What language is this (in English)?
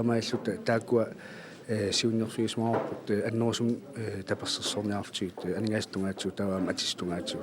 Kalaallisut